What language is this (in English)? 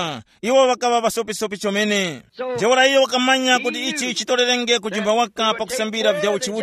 Tumbuka